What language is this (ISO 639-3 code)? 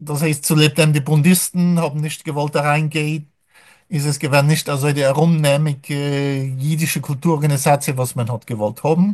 yid